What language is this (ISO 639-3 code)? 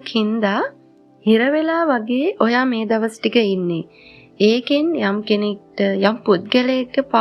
sin